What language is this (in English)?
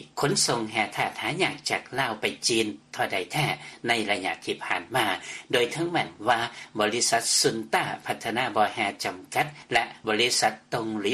Lao